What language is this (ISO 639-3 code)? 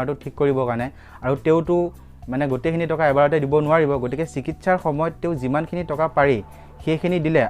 asm